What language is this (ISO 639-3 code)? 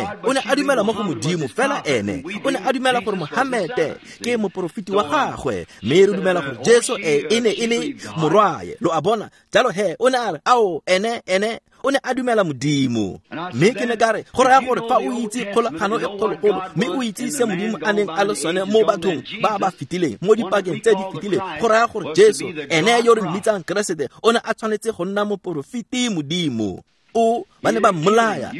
tsn